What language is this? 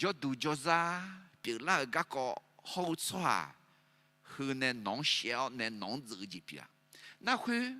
Akha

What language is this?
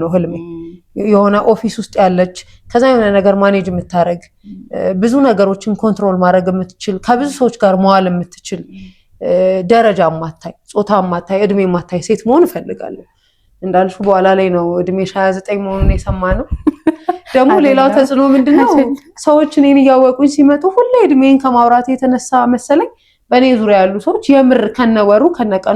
Amharic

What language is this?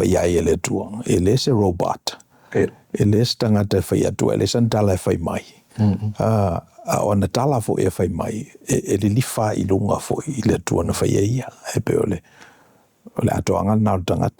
Samoan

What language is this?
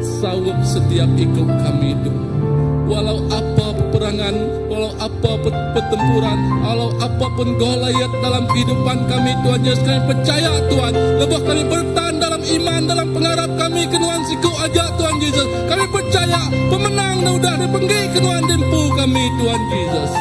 Iban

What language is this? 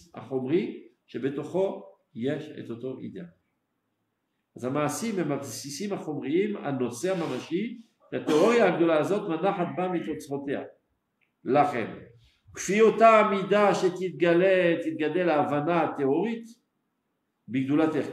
Hebrew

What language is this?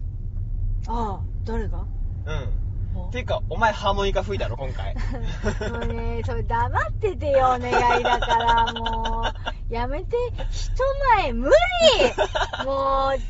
Japanese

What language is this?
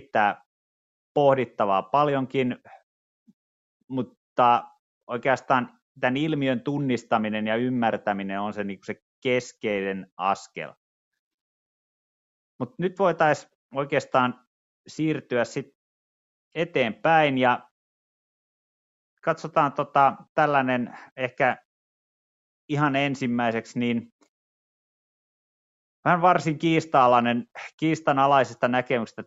Finnish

